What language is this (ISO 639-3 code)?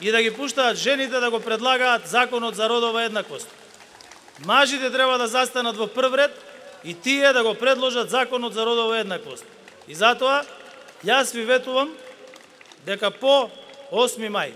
mkd